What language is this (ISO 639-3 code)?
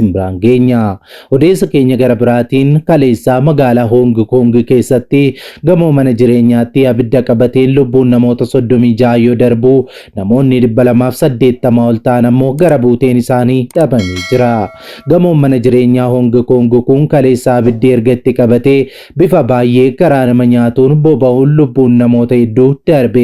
orm